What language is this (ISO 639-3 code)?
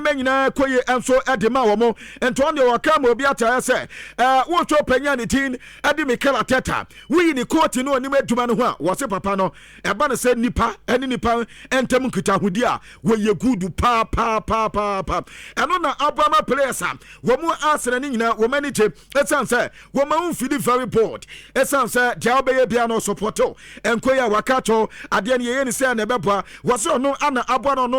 aka